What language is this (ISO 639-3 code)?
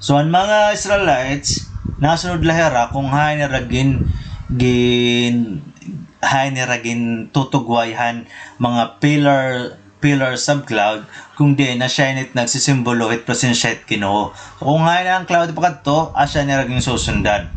war